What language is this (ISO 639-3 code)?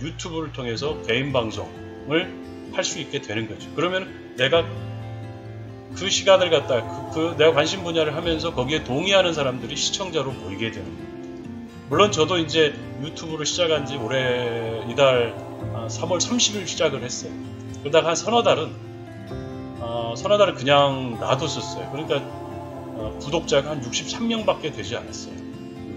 kor